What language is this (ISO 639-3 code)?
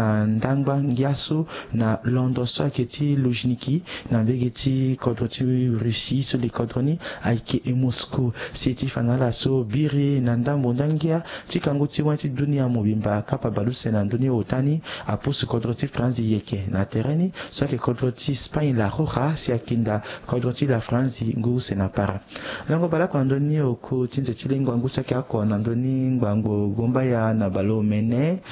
sag